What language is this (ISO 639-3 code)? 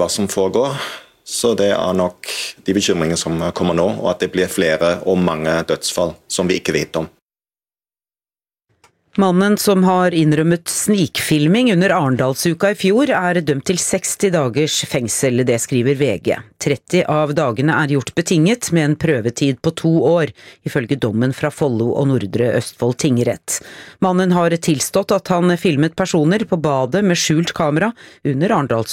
nor